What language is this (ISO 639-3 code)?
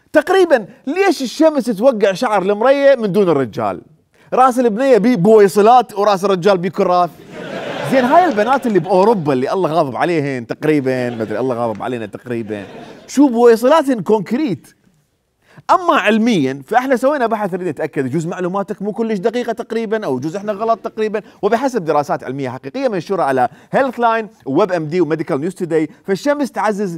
acm